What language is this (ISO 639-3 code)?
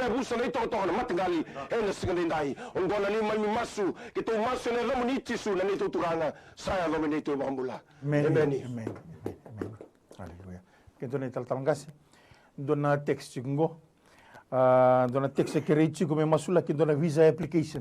fij